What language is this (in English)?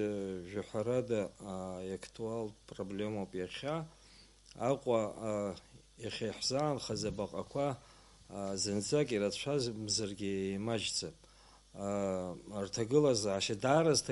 Abkhazian